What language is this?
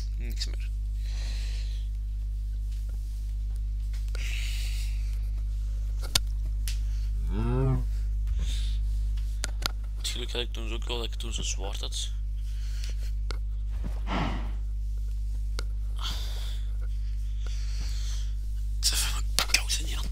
Dutch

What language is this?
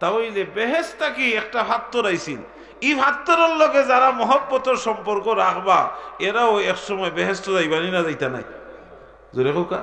Sylheti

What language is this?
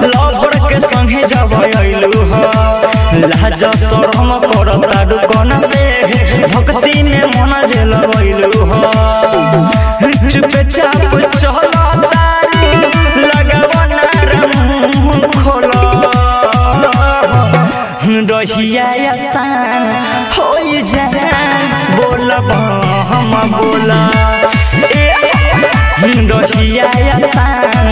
Bhojpuri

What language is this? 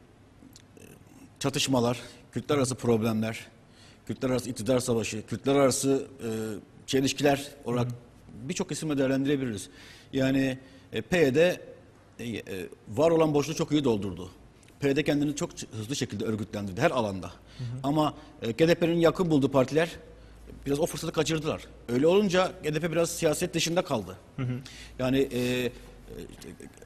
Turkish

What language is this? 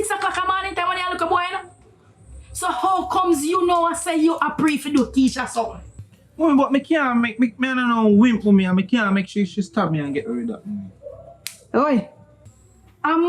Jamaican Creole English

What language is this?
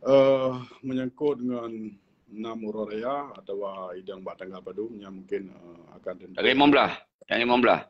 Achinese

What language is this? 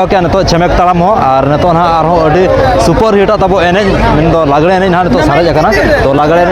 Santali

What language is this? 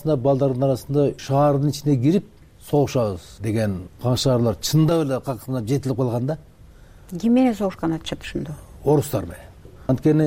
Kyrgyz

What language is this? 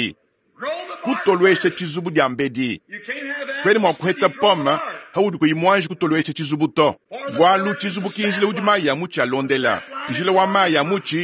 Luba-Lulua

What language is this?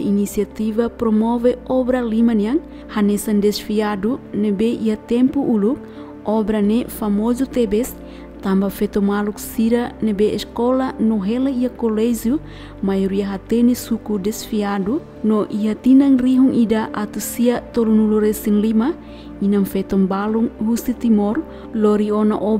Tetum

